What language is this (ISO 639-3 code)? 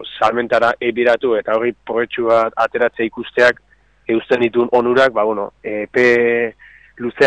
eus